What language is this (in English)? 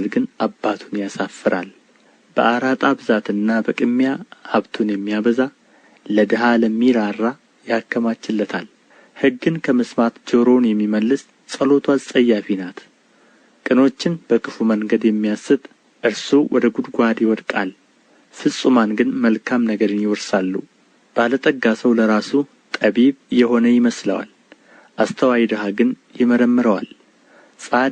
Amharic